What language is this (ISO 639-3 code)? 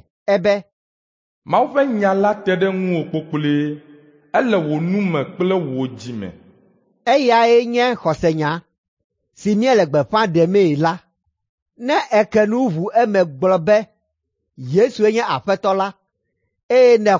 ewe